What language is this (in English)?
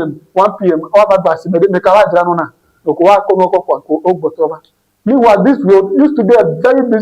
Ewe